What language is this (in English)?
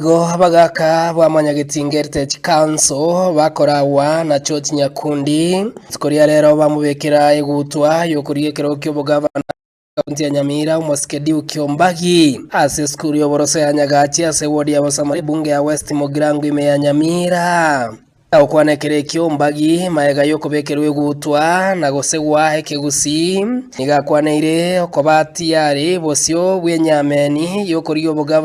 Gusii